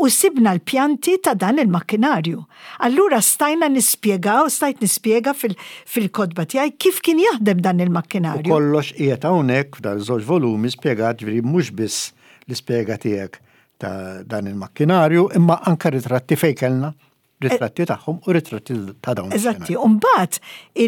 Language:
Maltese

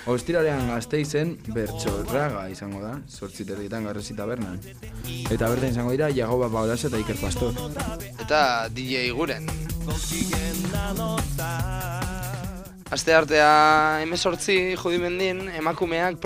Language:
Basque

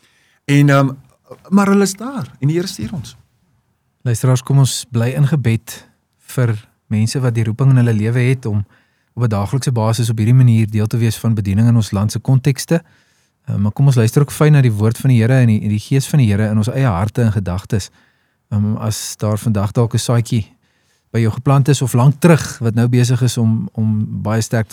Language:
Afrikaans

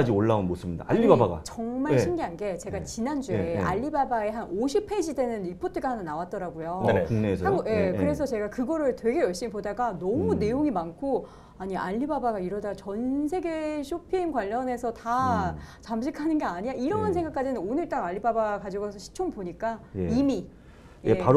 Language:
Korean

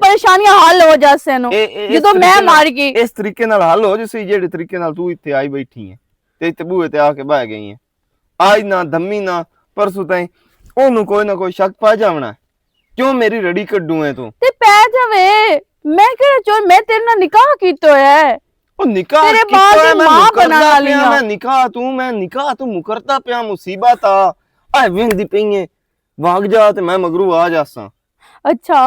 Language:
Western Panjabi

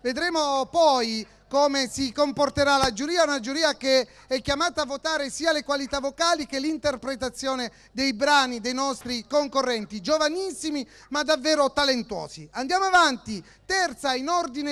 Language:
Italian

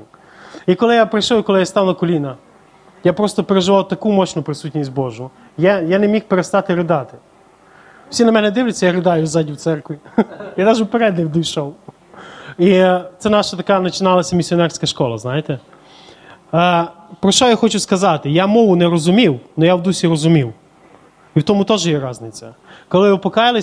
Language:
Ukrainian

